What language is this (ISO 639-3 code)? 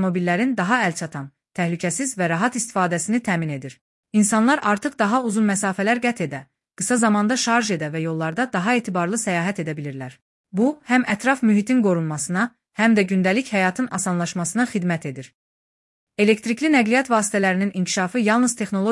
aze